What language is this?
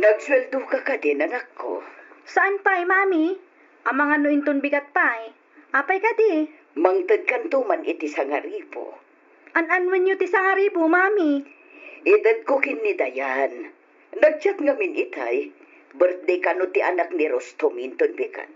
Iloko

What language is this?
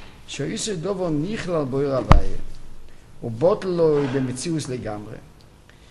Hebrew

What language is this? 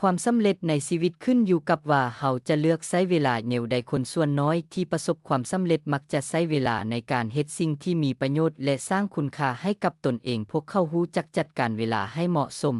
Lao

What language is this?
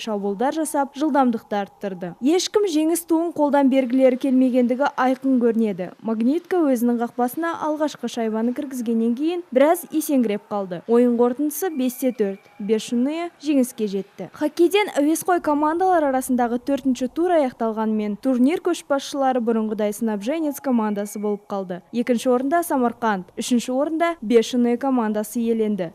Kazakh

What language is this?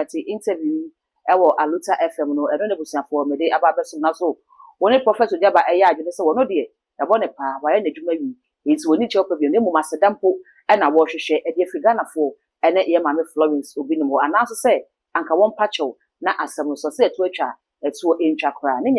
Akan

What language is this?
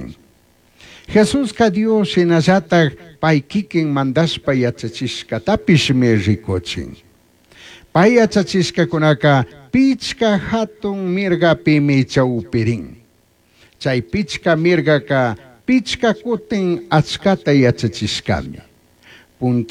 Chimborazo Highland Quichua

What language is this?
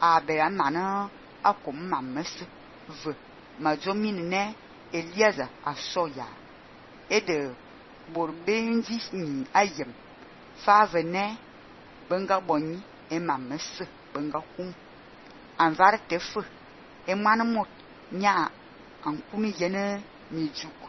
Fang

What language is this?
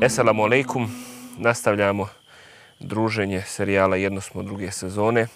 Bosnian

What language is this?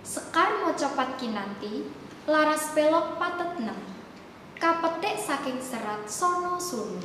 Javanese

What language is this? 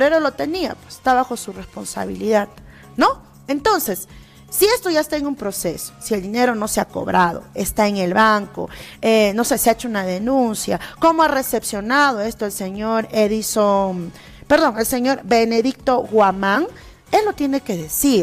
Spanish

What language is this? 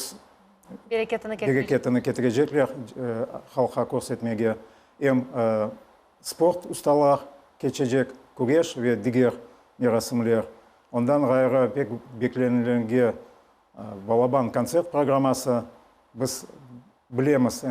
Crimean Tatar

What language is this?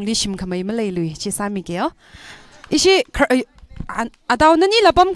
Tangkhul Naga (India)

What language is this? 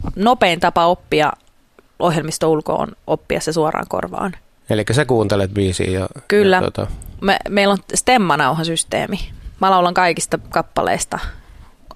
Finnish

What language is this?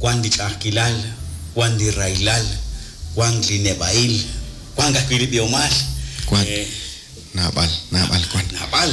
Kekchí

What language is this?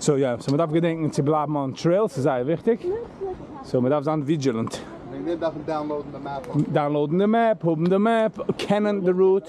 Yiddish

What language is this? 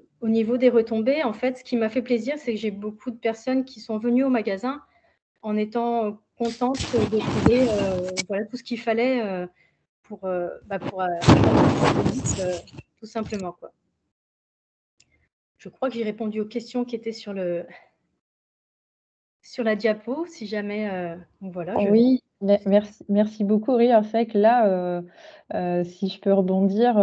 French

